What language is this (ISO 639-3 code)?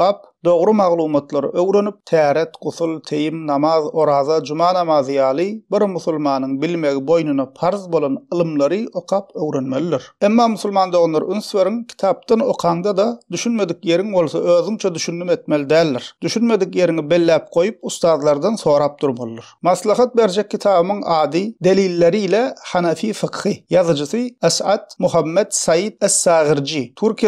tuk